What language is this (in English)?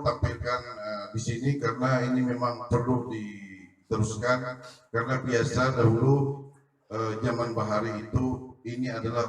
Banjar